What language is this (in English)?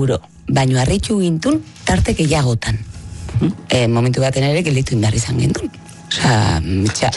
Basque